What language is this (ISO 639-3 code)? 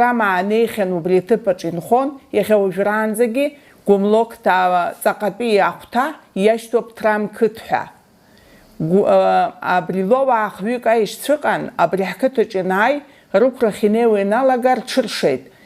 abk